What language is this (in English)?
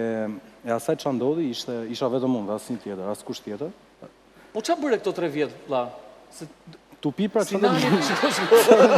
Albanian